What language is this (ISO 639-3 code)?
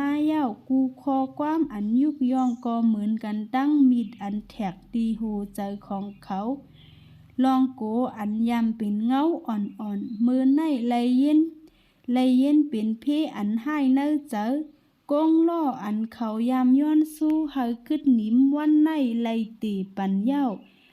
shn